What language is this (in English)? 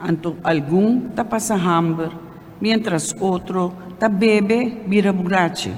Papiamento